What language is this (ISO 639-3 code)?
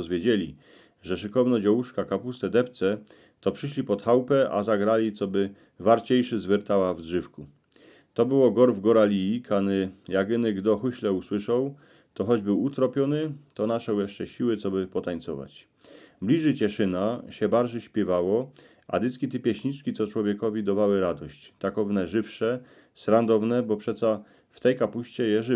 szl